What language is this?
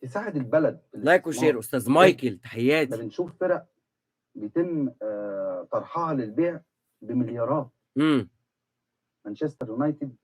Egyptian Arabic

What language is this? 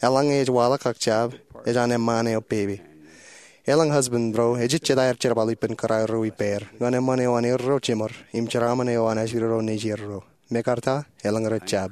Marshallese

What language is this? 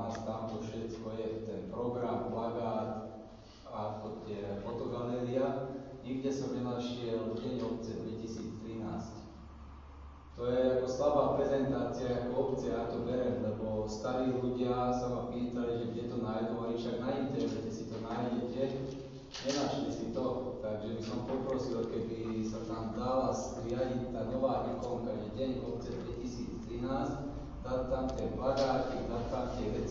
Slovak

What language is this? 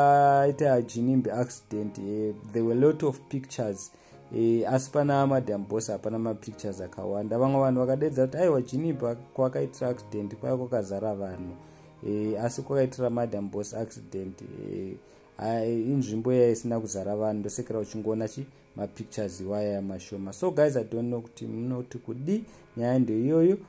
Shona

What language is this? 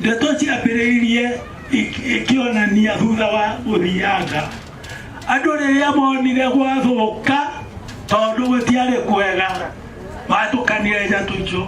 Kikuyu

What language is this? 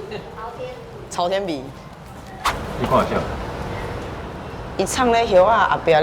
Min Nan Chinese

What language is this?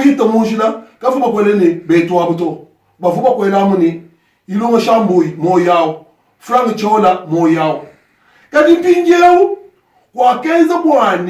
Luba-Lulua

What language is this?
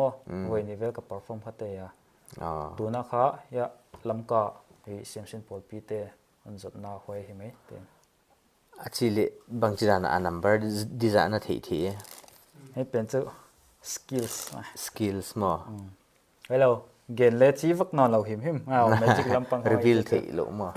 Paite Chin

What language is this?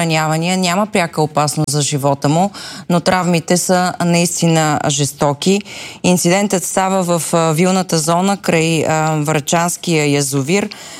Bulgarian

